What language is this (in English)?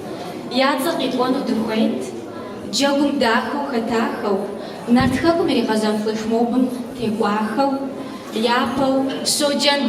Kabardian